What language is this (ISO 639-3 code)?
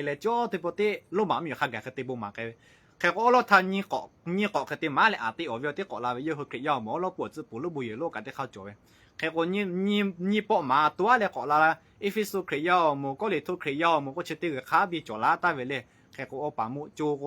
lhu